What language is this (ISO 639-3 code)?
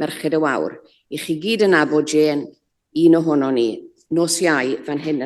cym